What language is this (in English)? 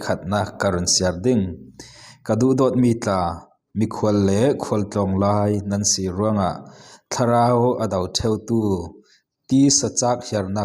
Falam Chin